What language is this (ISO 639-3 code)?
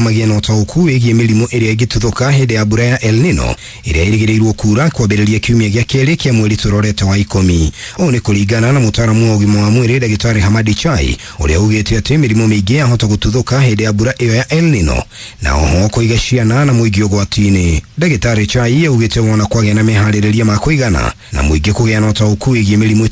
kik